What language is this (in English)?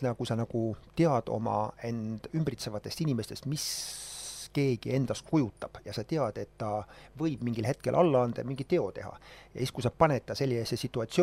Estonian